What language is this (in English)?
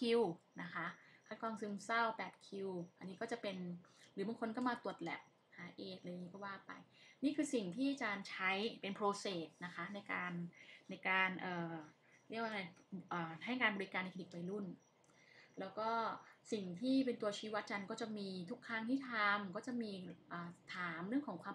Thai